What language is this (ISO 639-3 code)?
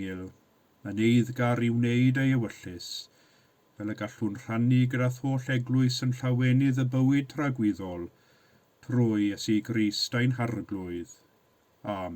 cym